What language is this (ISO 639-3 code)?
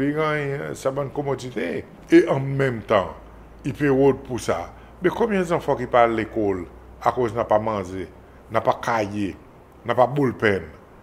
crs